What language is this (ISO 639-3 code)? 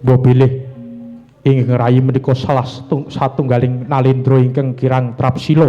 jav